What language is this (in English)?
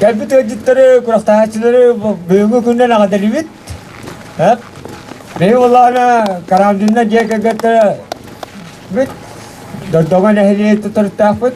Yakut